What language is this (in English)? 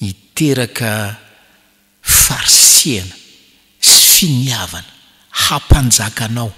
Malagasy